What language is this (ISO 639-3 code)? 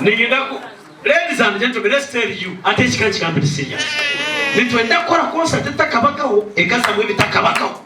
nyn